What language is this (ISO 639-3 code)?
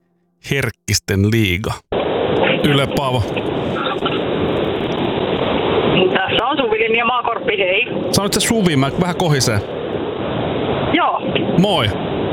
fin